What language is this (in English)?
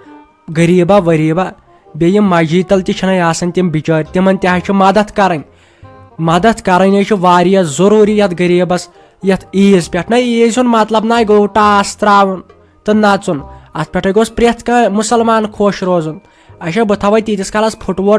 Kashmiri